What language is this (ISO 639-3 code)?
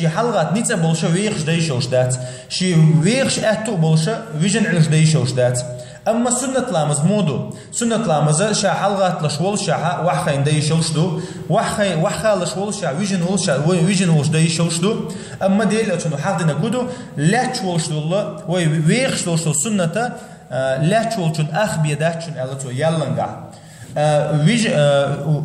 che